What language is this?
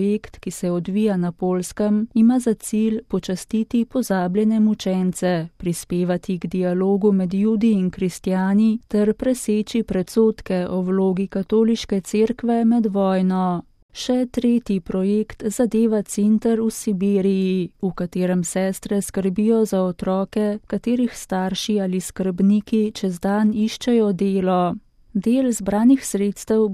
Slovenian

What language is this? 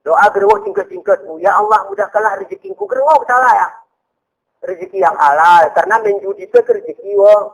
Gayo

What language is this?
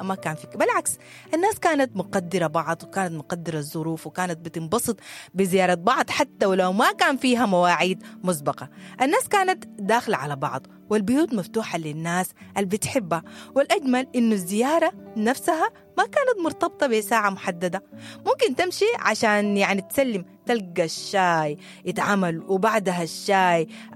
Sudanese Arabic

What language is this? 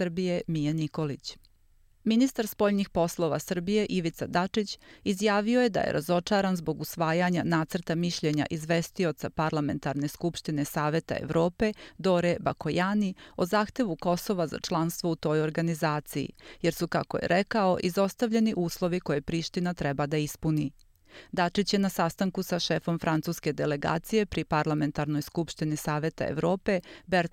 Serbian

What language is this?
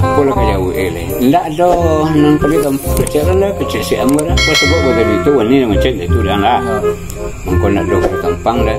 Minangkabau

